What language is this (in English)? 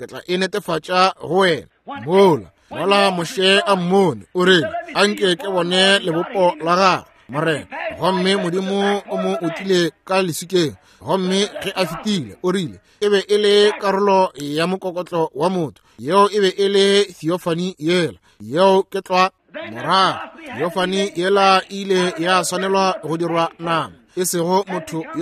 Northern Sotho